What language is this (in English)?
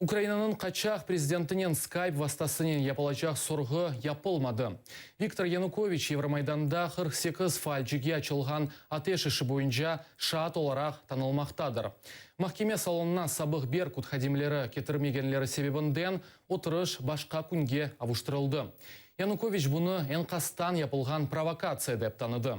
Crimean Tatar